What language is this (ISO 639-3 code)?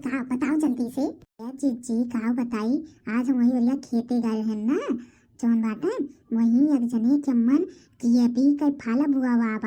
awa